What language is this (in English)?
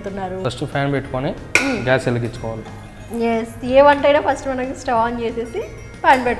Telugu